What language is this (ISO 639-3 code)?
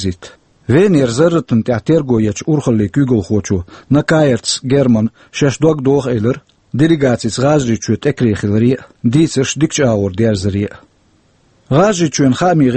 che